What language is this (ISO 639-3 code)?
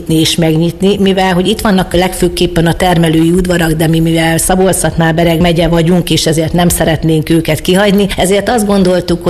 hun